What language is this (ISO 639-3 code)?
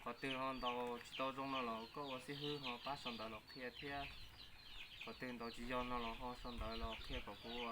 hmn